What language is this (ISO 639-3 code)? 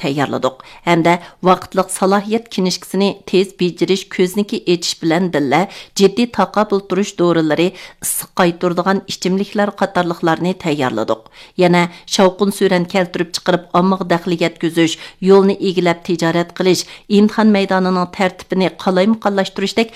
uig